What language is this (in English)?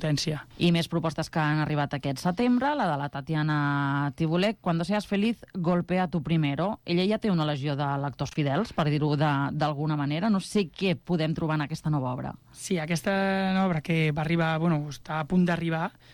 Catalan